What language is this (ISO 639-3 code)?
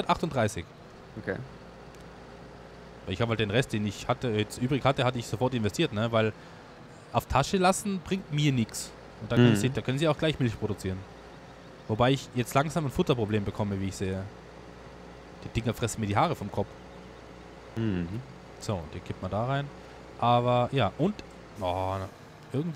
deu